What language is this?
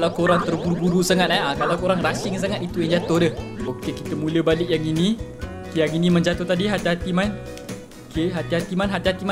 Malay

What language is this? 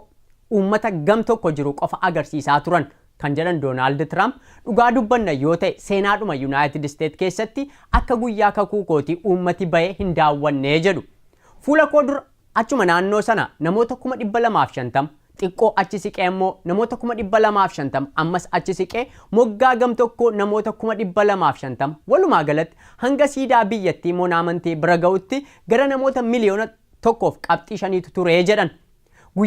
Oromo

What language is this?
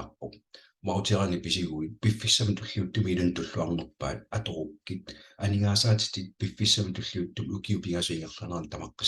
Kalaallisut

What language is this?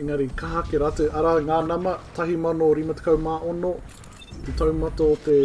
Māori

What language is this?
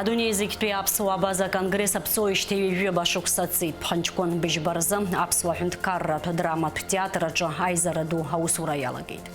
Abkhazian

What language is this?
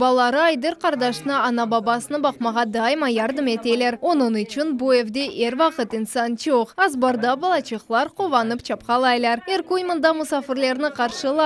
Crimean Tatar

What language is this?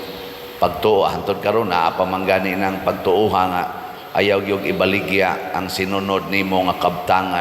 Cebuano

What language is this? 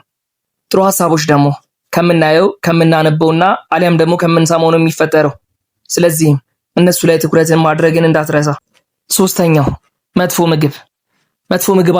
Amharic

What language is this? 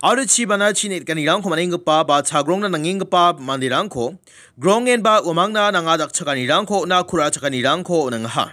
Garo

